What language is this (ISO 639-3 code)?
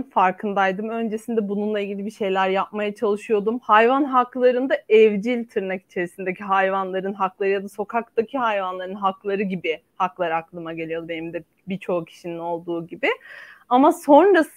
tur